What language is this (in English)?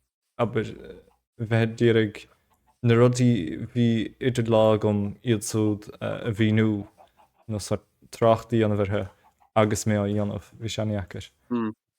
Irish